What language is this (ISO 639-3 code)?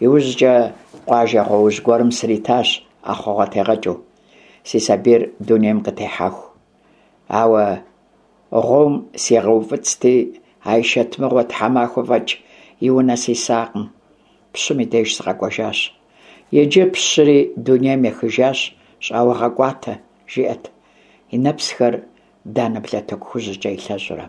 kbd